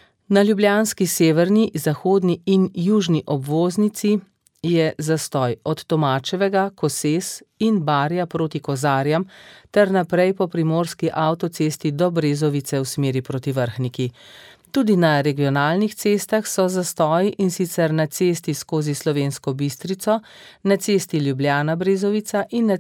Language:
Slovenian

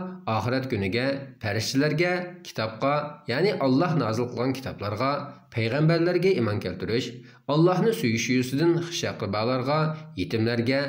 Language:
Uyghur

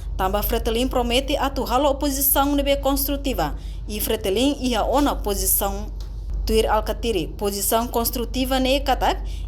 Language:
Tetum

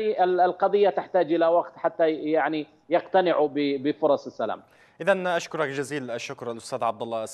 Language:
Arabic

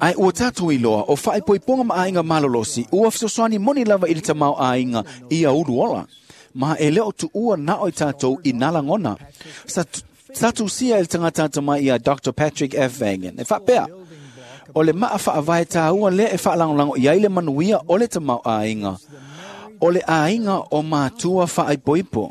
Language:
Samoan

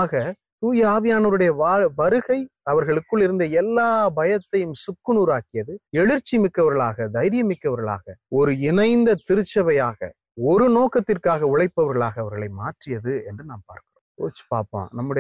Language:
Tamil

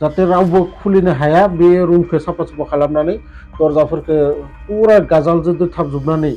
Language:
Bodo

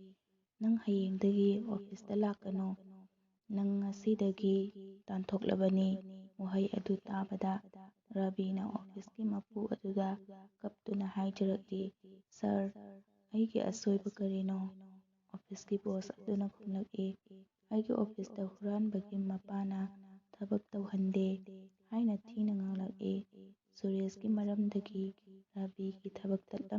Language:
Manipuri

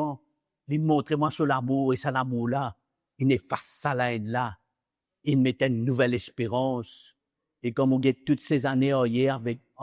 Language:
Morisyen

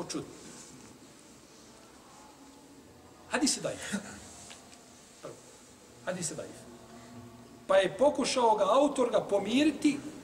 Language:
Bosnian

